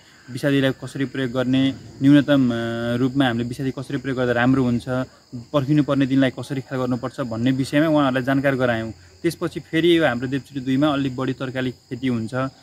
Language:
Nepali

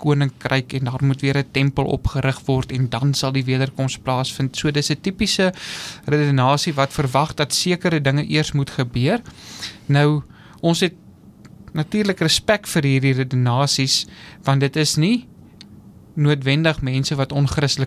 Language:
Afrikaans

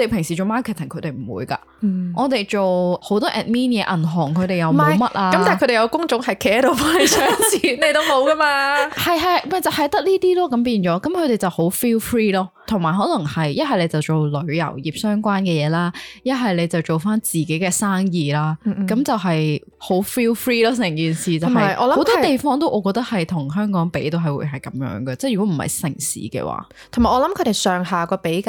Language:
Cantonese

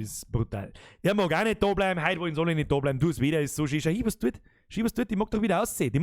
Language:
Bavarian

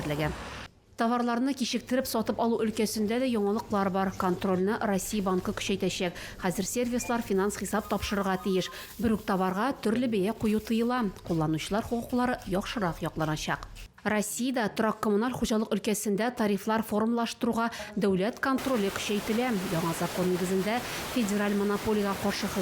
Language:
Tatar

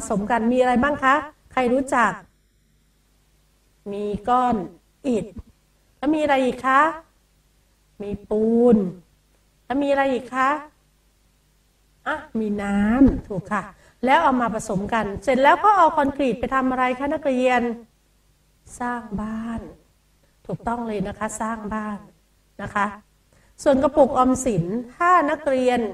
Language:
Thai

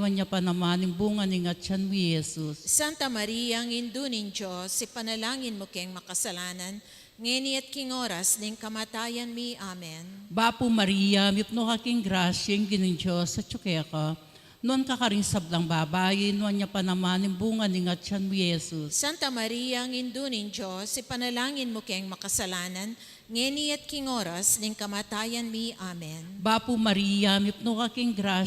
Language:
Pampanga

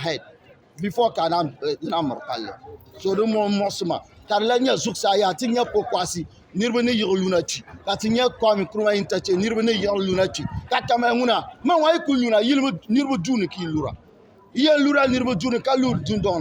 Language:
Dagbani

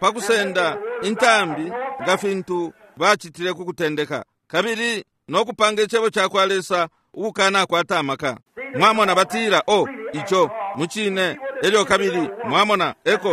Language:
Bemba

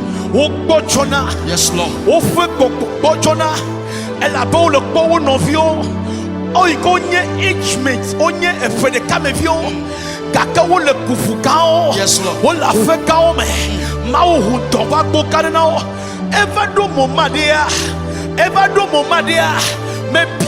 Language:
Ewe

